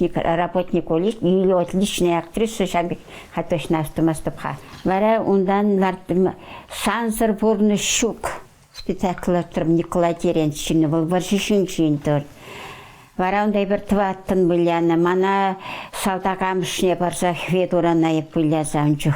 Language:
Chuvash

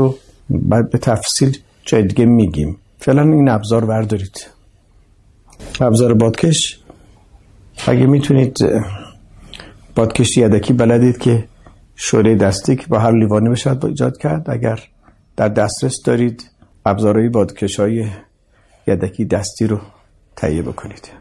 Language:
Persian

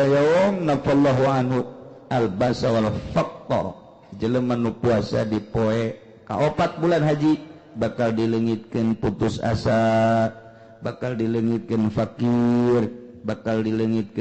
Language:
Sundanese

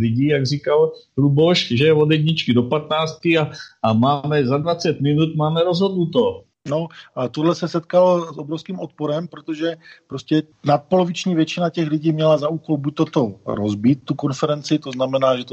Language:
Czech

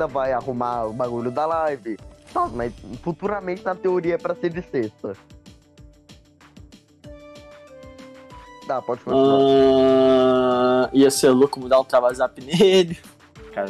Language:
Portuguese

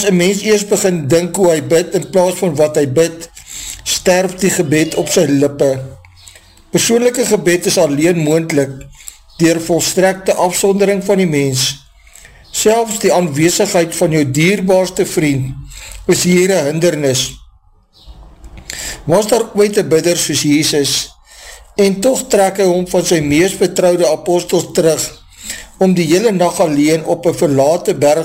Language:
Afrikaans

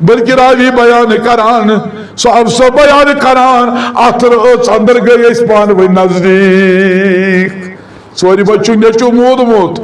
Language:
Kashmiri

